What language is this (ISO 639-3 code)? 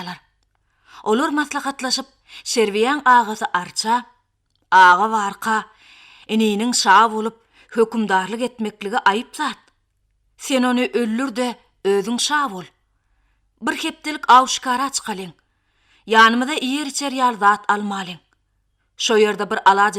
tuk